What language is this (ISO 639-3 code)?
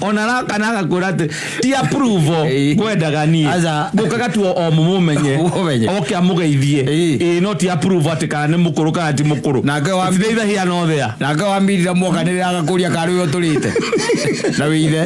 kik